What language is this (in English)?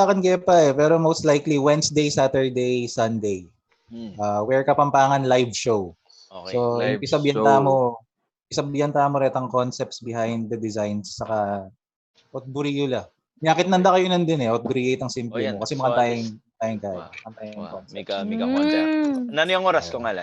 Pampanga